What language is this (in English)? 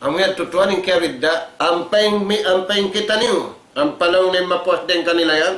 Tausug